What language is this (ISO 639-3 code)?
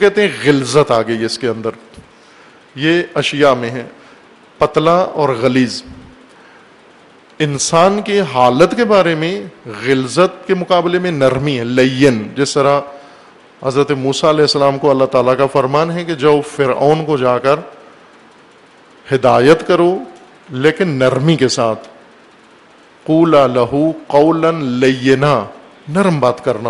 urd